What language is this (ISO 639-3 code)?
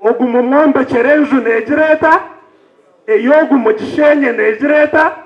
nyn